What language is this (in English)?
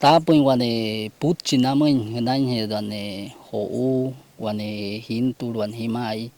Wayuu